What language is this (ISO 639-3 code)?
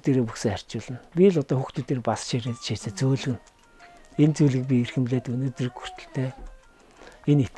mon